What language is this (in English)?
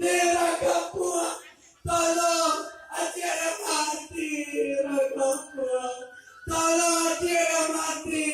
Minangkabau